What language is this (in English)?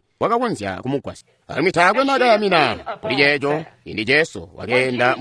Tonga (Zambia)